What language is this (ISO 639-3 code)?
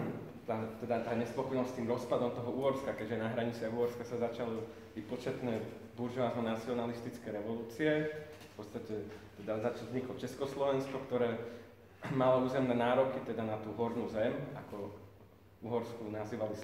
slk